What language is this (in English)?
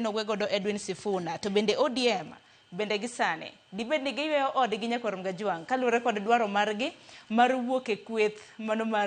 Luo (Kenya and Tanzania)